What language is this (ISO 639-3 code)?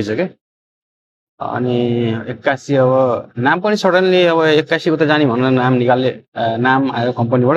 nep